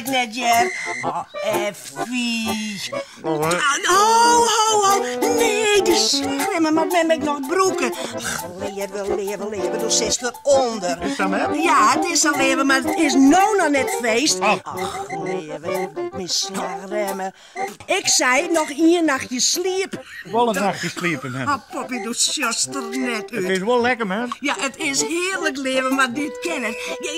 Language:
Western Frisian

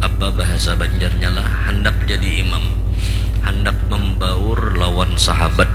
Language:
Banjar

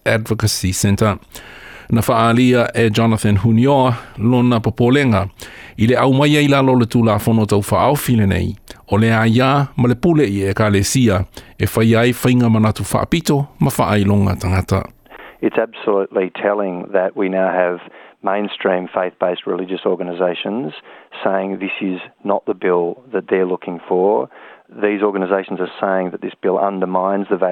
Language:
Samoan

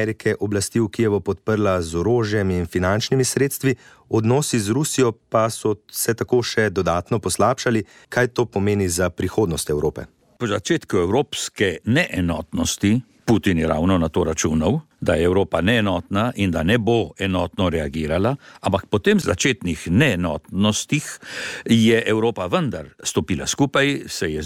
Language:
Slovenian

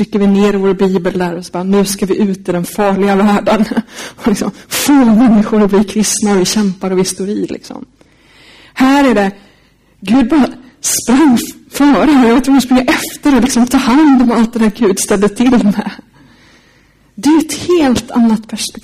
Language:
Swedish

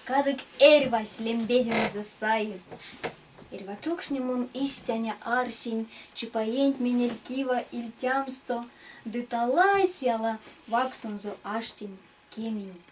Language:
Erzya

